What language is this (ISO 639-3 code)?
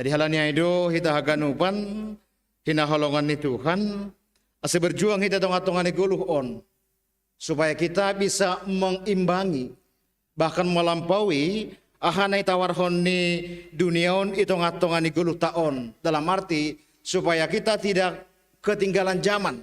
bts